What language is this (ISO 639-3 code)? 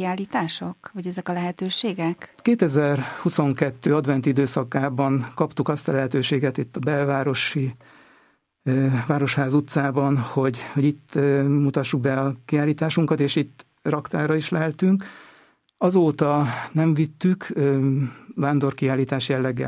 hun